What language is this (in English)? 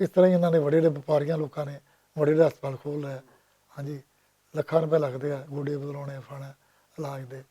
Western Panjabi